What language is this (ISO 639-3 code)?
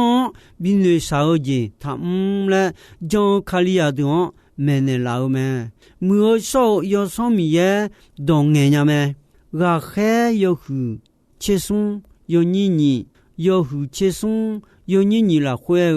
ahk